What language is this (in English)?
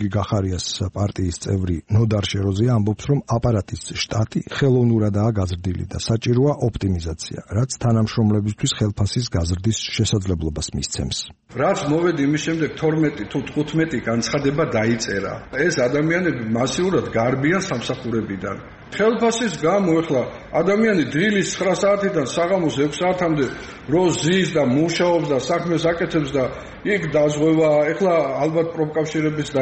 Georgian